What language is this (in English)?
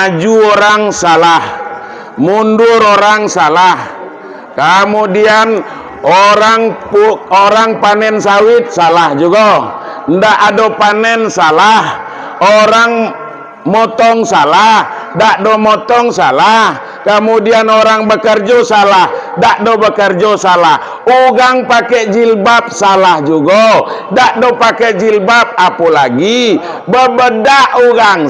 Minangkabau